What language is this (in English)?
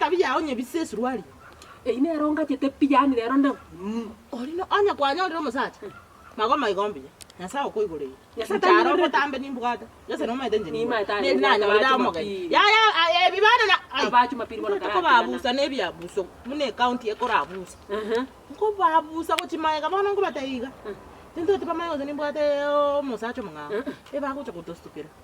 Gusii